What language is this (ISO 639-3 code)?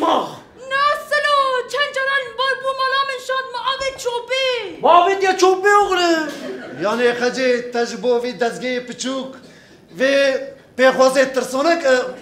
kur